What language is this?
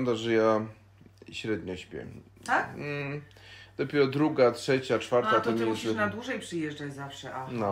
Polish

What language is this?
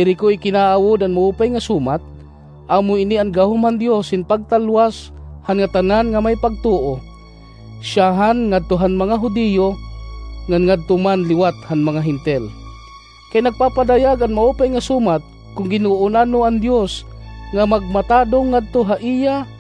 Waray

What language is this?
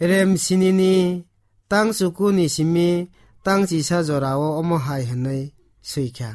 Kok Borok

